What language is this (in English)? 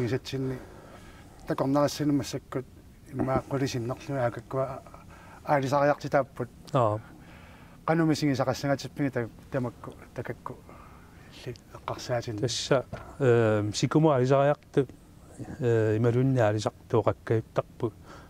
Kalaallisut